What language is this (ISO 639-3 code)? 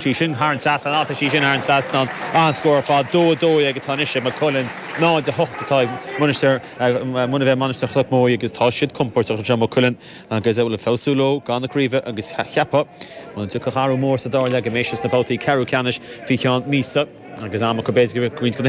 gle